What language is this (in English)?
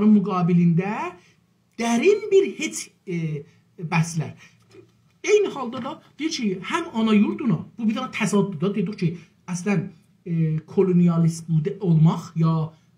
South Azerbaijani